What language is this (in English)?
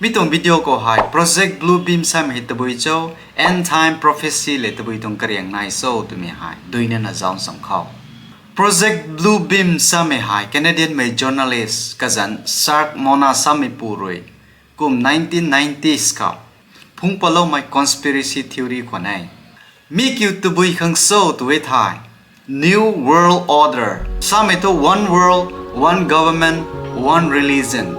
Rongmei Naga